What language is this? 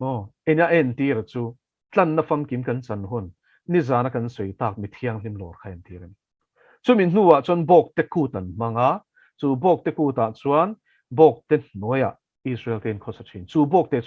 Mizo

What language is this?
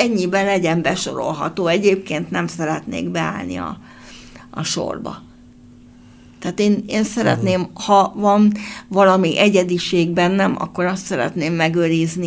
Hungarian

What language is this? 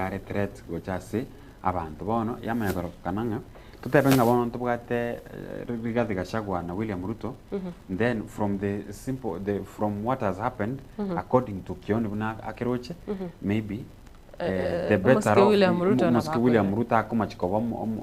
Gusii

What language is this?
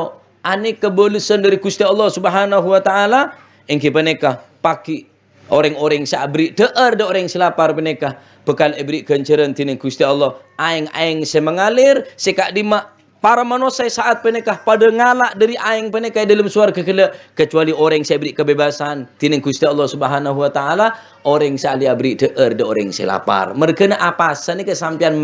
Madurese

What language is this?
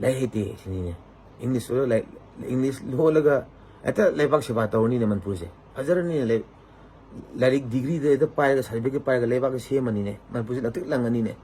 Manipuri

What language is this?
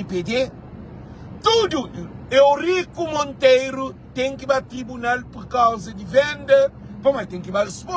Kabuverdianu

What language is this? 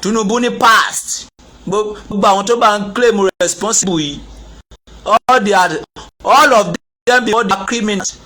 Yoruba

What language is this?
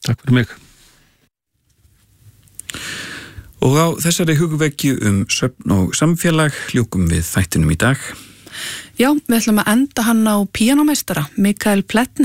Icelandic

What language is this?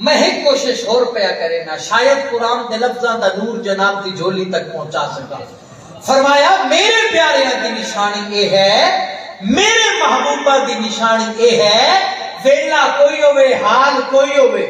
Saraiki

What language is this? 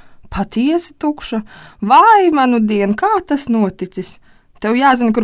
Latvian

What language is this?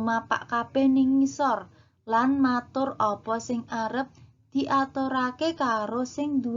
Javanese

